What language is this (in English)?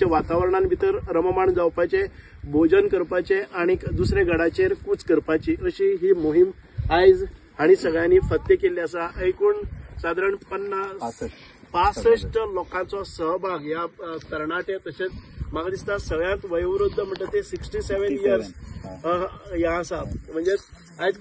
Konkani